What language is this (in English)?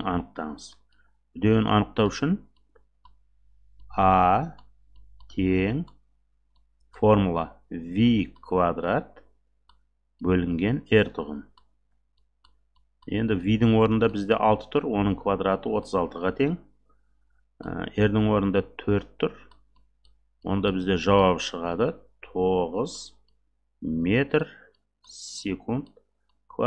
Kazakh